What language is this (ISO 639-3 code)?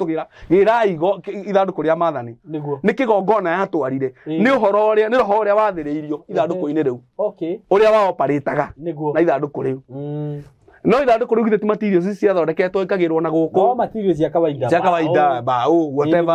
kik